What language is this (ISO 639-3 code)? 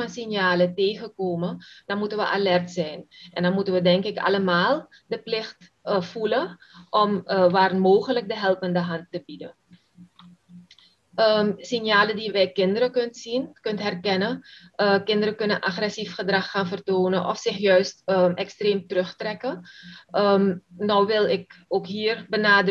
nld